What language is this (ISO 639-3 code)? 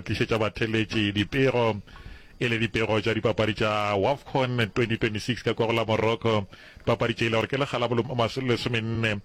nso